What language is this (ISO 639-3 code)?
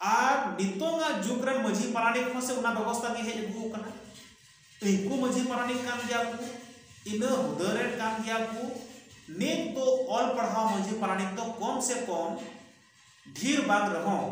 sat